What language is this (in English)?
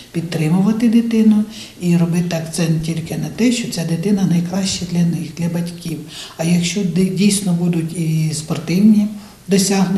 Ukrainian